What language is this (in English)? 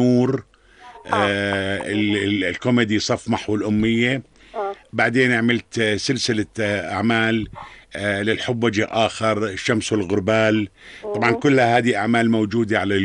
North Levantine Arabic